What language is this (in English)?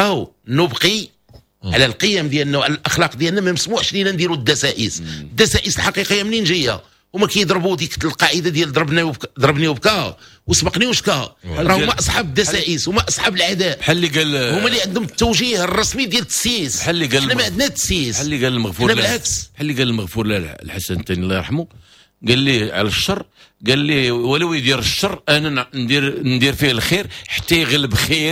Moroccan Arabic